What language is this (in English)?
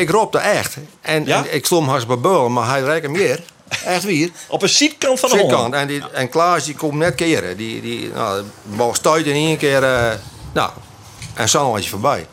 Western Frisian